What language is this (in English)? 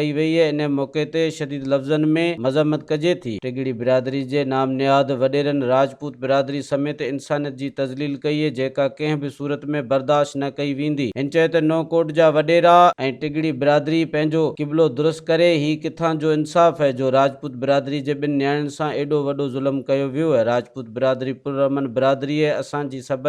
Sindhi